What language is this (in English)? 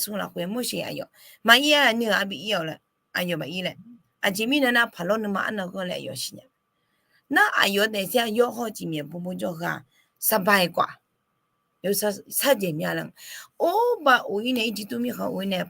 Akha